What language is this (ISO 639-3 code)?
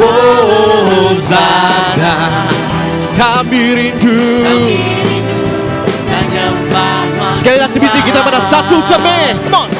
iba